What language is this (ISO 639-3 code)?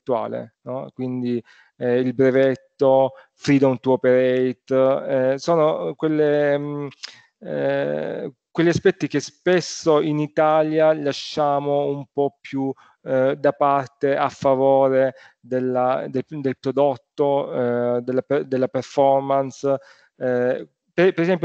ita